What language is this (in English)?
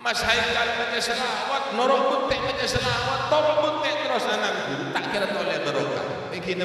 Madurese